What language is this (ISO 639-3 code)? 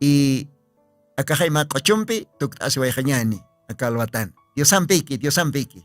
aym